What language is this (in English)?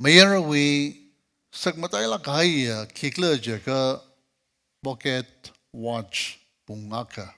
Tangkhul Naga (India)